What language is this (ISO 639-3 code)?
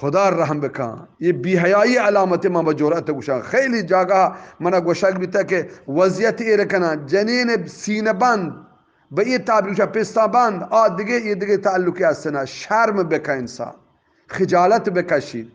bgp